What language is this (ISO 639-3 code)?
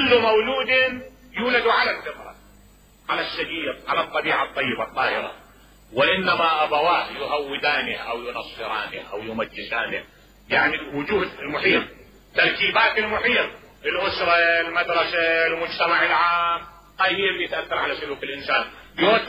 acm